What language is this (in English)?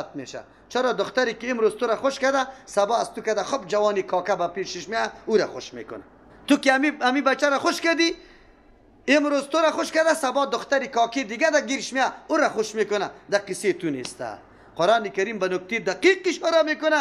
Persian